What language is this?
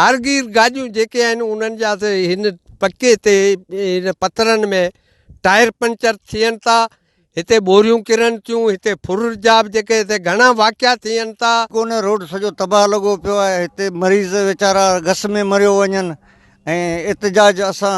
Sindhi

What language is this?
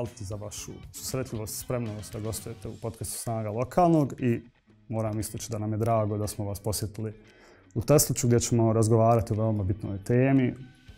Bosnian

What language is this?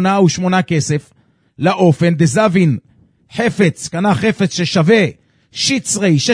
Hebrew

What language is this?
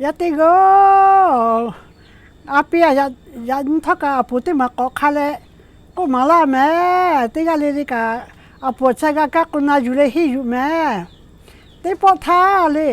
Lahu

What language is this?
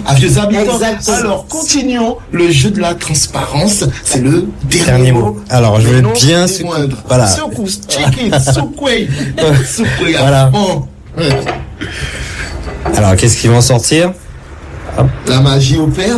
French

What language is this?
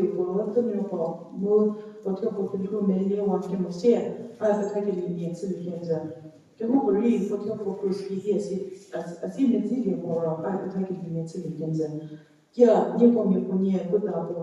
Angami Naga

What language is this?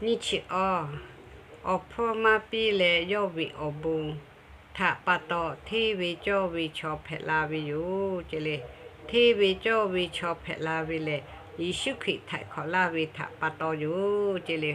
Lahu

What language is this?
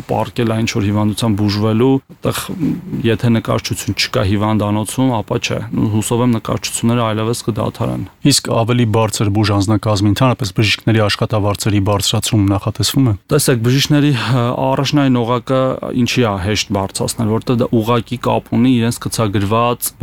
Armenian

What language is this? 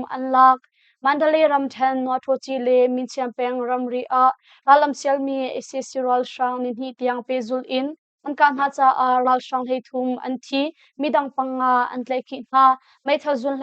Hakha Chin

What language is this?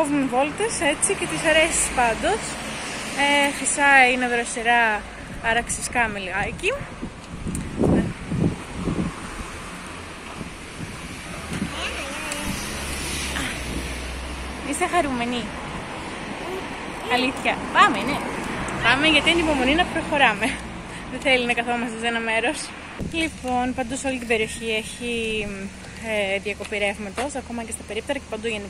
Greek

